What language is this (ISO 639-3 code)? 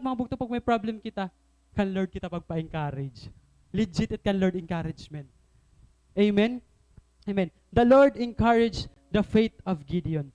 war